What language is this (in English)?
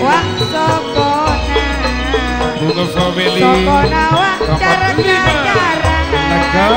Madurese